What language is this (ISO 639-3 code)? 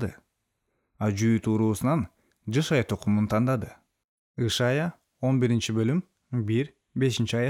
kir